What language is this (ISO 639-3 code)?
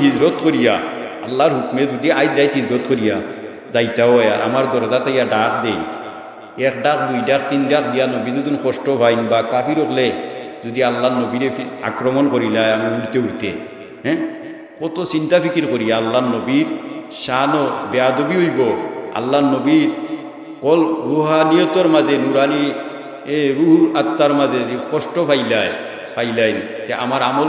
syl